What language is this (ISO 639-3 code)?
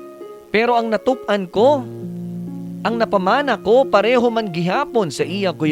hil